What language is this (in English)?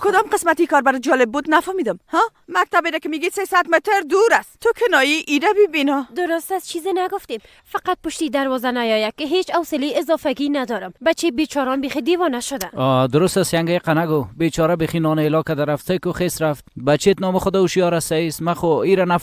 Persian